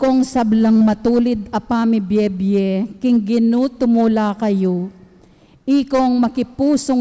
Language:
Pampanga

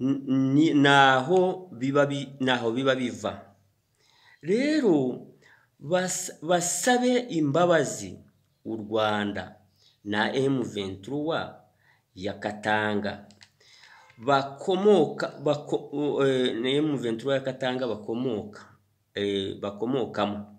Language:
Kinyarwanda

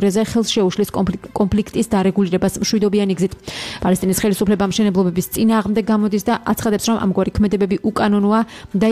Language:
Georgian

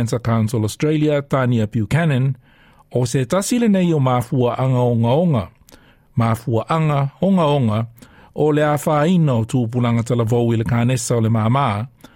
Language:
Samoan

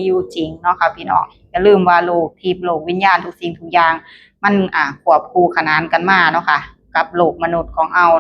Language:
Northeastern Thai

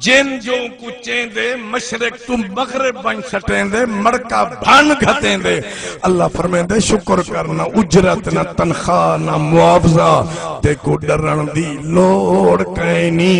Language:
Saraiki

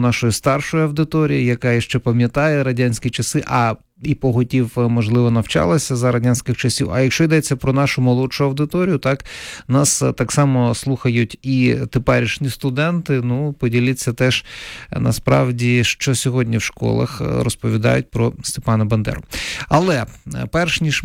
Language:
Ukrainian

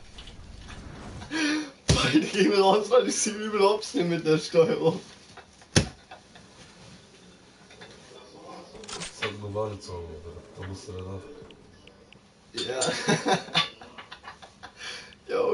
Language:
German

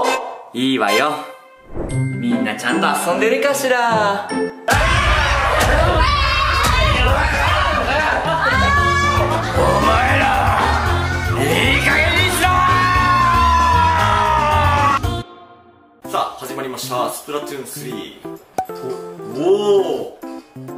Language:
Japanese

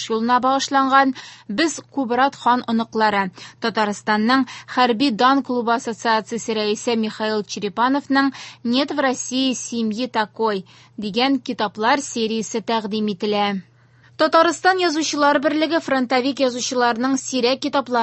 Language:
Tatar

